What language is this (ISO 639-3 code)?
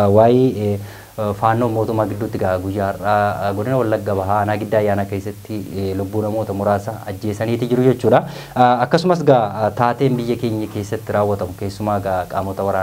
orm